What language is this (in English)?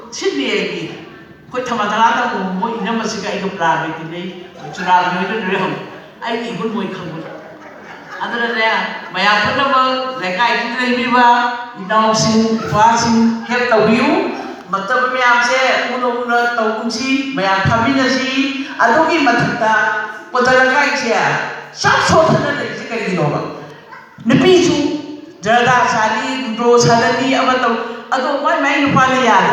Manipuri